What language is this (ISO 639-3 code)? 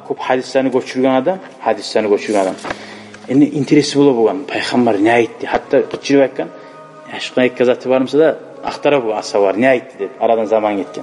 kum